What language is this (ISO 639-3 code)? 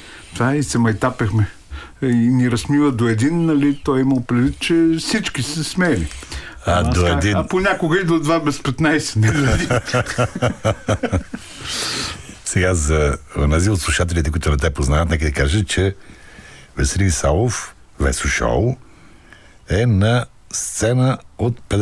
bul